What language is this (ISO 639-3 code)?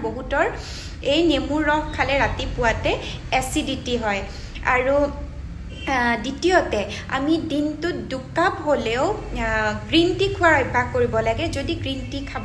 asm